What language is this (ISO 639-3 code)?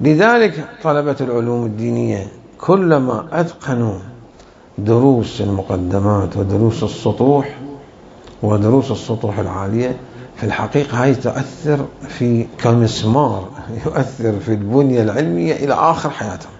acm